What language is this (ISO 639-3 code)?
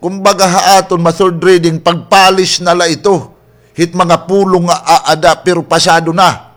war